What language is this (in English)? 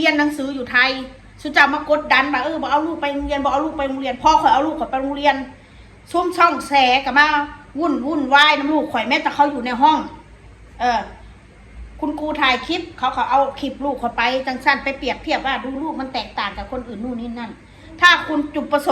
Northeastern Thai